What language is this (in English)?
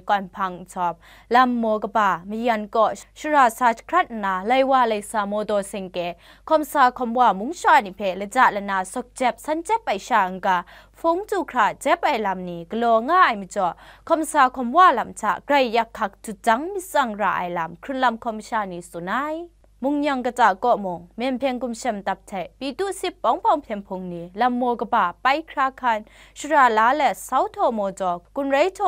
Kachin